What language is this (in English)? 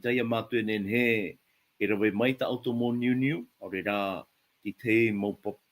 Tahitian